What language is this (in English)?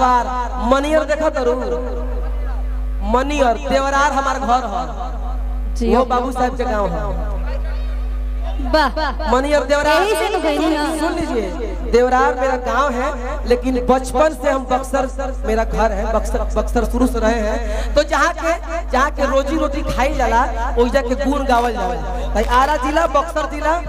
Bhojpuri